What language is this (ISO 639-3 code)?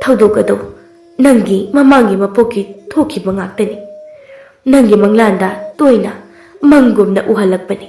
mni